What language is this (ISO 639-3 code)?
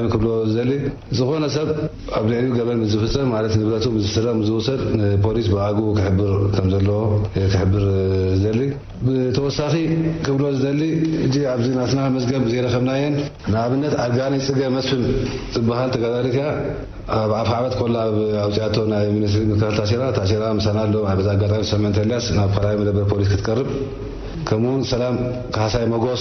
tir